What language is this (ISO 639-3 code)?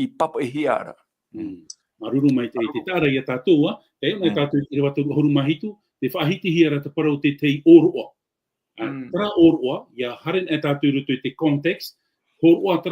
tah